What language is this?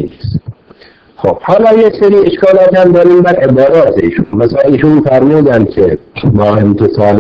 Persian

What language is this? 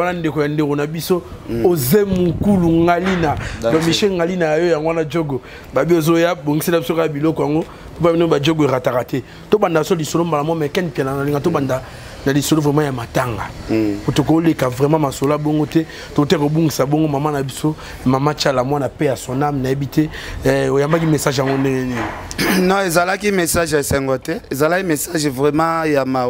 Lingala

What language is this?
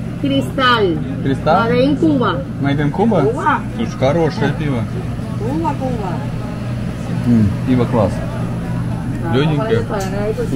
Russian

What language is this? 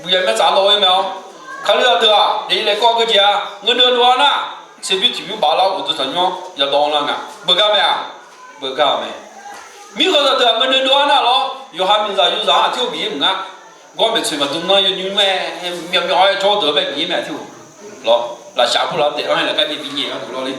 Akha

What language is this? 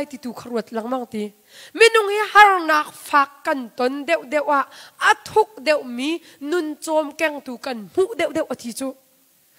Hakha Chin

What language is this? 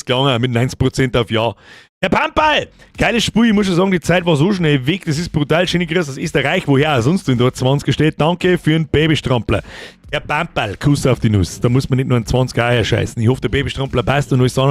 Bavarian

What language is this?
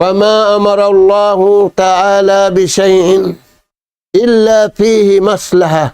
Tausug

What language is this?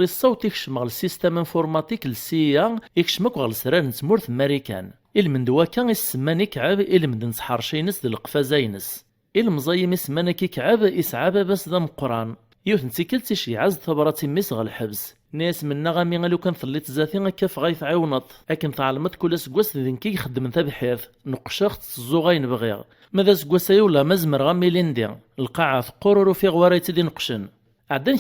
Kabyle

